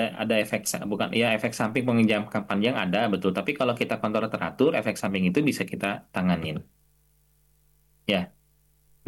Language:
Indonesian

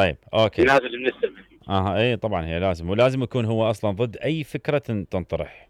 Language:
Mesopotamian Arabic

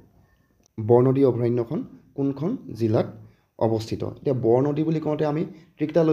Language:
Assamese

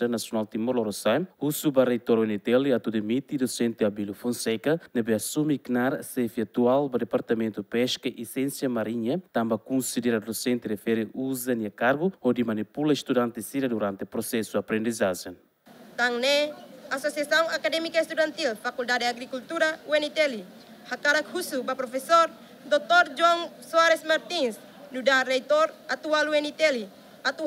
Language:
Tetum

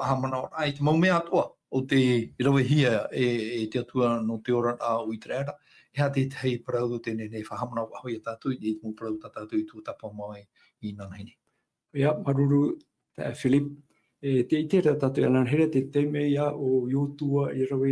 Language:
Tahitian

